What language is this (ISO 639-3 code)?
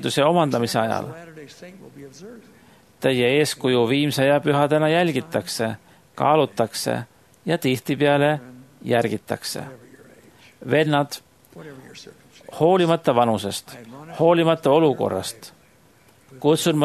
est